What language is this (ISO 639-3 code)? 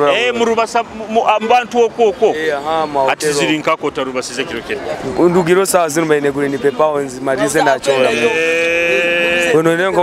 nyo